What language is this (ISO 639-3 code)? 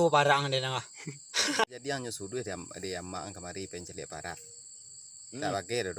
min